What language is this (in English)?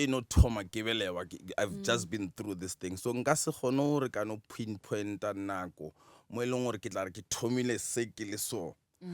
Northern Sotho